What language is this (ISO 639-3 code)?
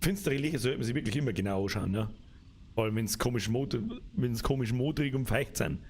bar